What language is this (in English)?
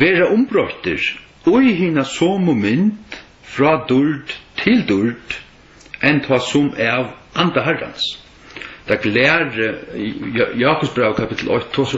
Faroese